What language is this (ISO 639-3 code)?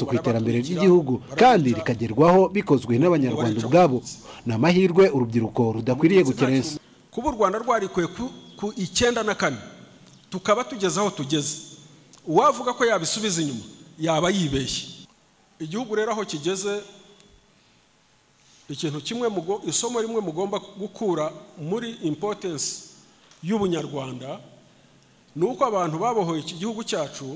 kin